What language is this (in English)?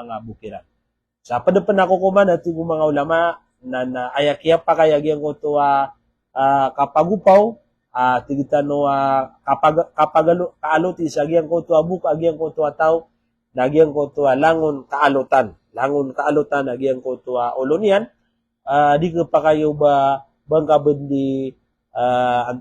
Maranao